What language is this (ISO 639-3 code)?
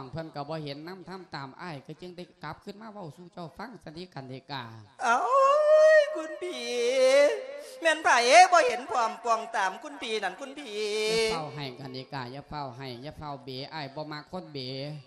lao